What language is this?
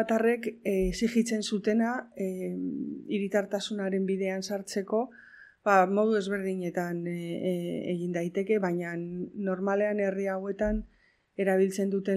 Basque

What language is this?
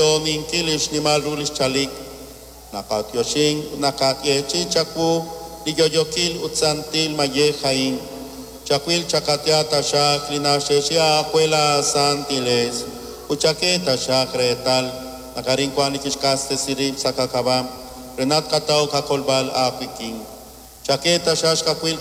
Kekchí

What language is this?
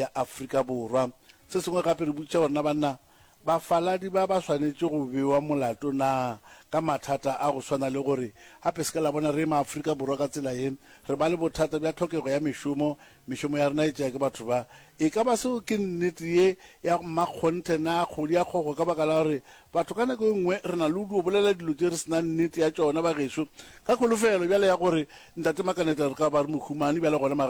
Northern Sotho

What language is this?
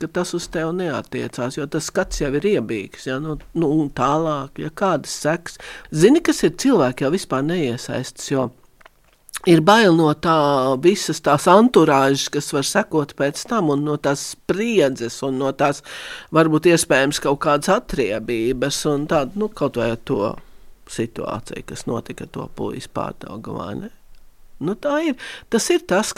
Latvian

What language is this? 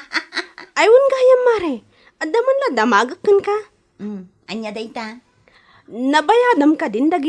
Iloko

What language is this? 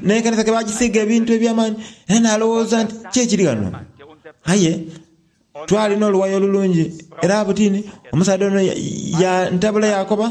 Soga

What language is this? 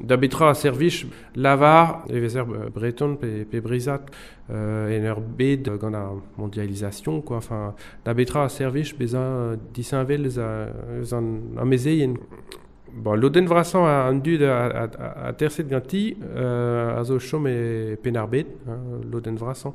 Breton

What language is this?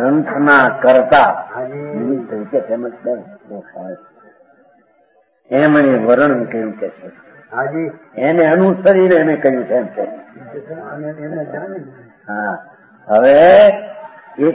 Gujarati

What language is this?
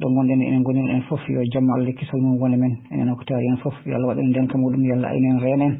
Fula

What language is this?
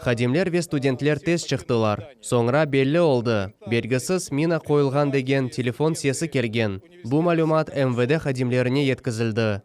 Crimean Tatar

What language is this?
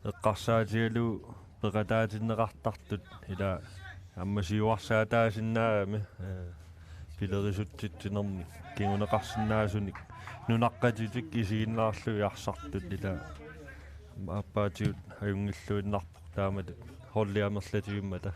Kalaallisut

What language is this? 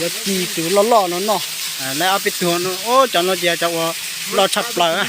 Hmong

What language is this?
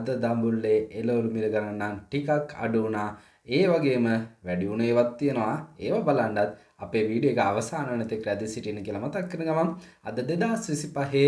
Sinhala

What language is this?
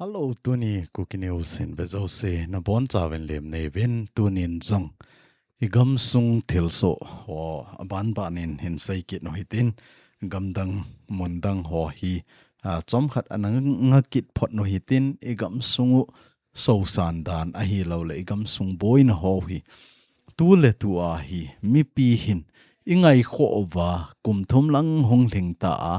Thado Chin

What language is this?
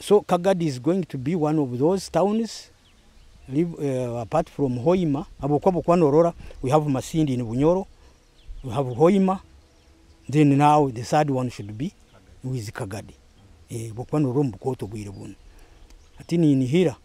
Nyoro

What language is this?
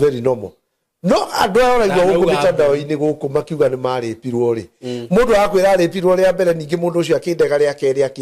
Kikuyu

